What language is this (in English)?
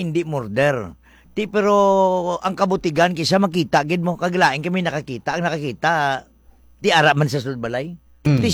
Hiligaynon